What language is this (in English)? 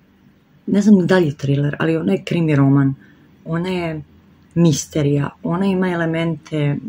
Serbian